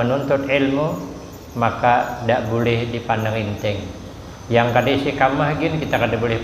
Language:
Banjar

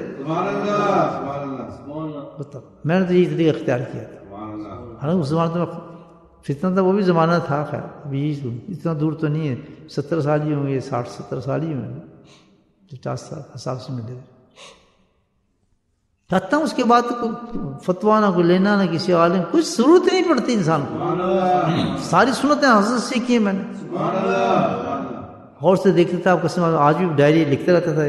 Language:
Urdu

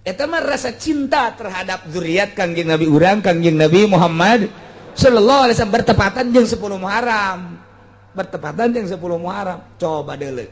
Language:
Sundanese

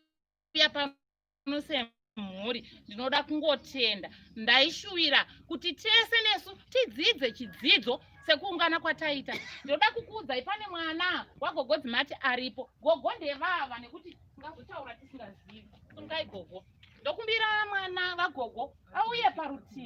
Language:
Shona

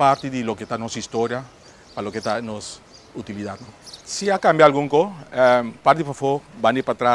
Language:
Papiamento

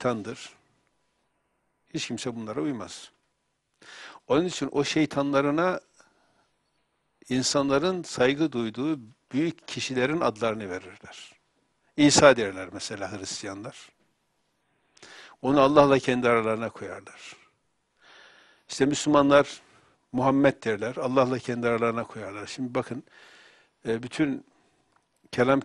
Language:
Turkish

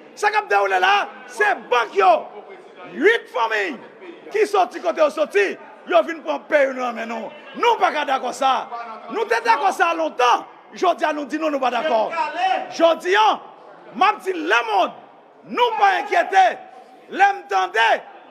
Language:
Haitian Creole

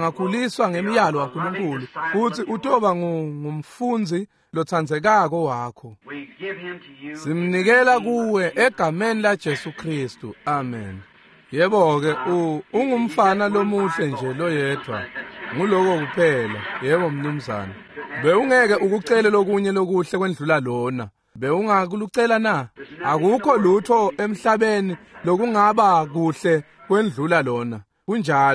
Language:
Swati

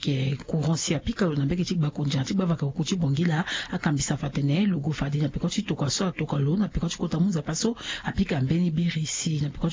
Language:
Sango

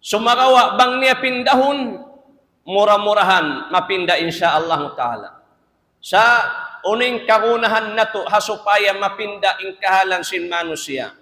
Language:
Tausug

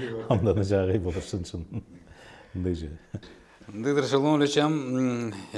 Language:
Tuvinian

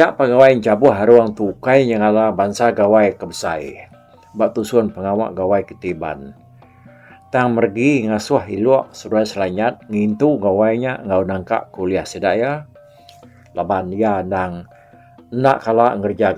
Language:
Iban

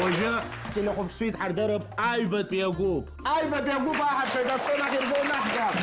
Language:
Abkhazian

